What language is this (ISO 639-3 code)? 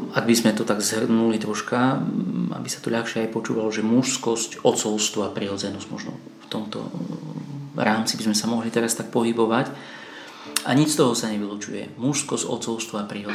slk